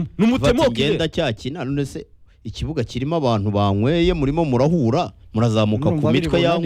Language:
Kinyarwanda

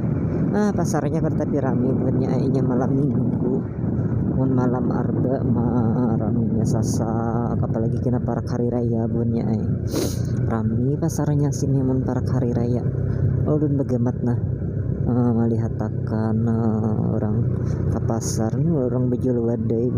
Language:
Banjar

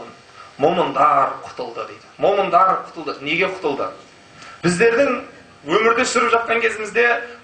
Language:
Kazakh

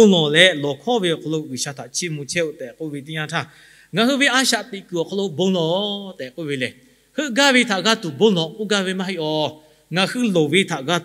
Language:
Lahu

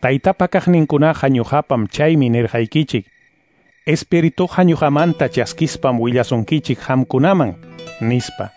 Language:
Quechua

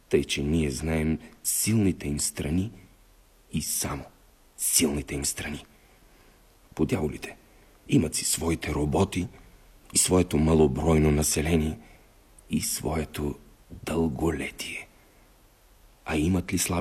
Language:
Bulgarian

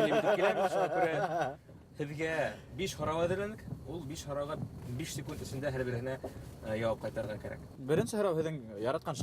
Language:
Bashkir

